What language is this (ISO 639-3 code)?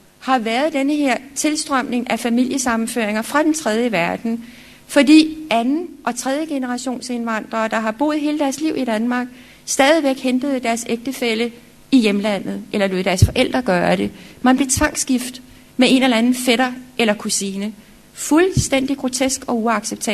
dan